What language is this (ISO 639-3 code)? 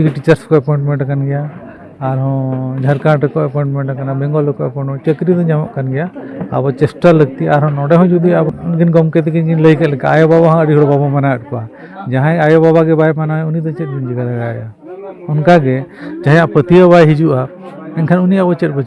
sat